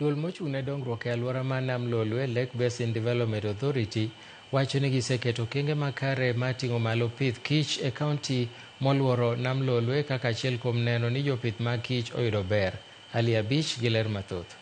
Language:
Luo (Kenya and Tanzania)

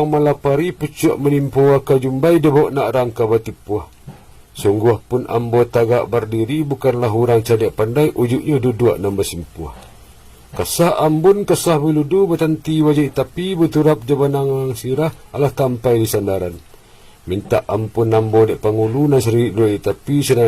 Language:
Minangkabau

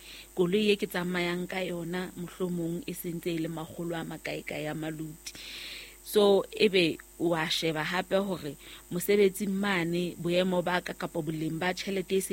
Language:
Southern Sotho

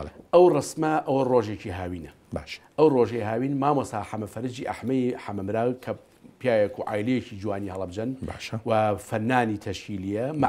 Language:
Central Kurdish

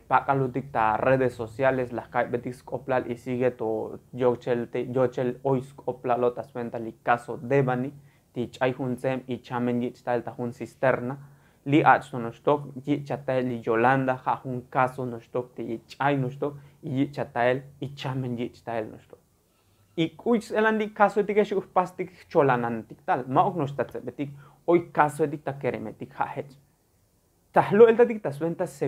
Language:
Tzotzil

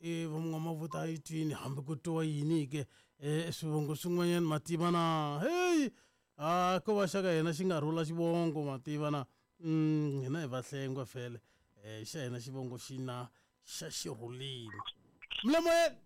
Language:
Tsonga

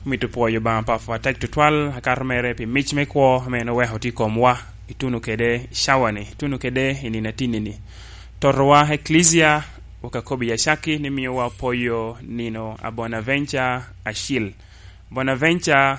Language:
Lango (Uganda)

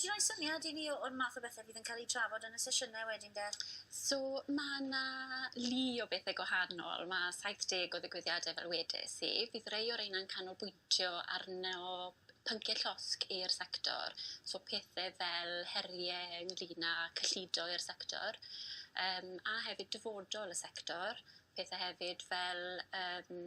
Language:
Welsh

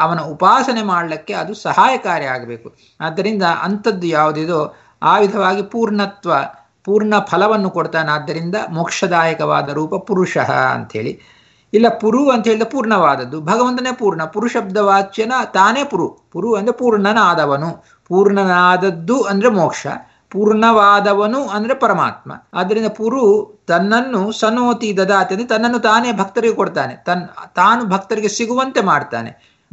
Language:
Kannada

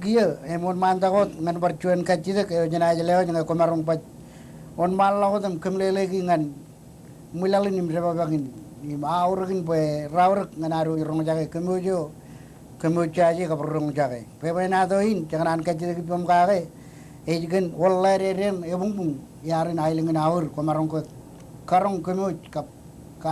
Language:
Marshallese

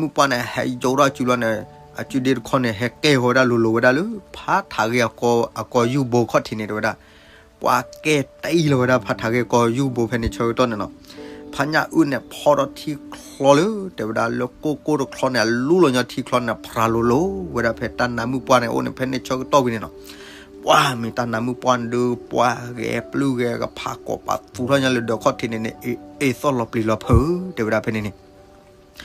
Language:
S'gaw Karen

